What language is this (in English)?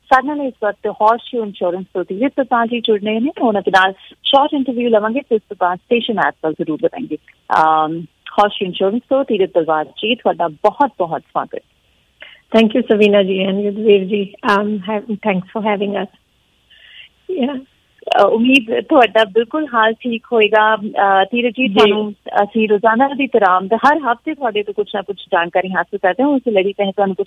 Punjabi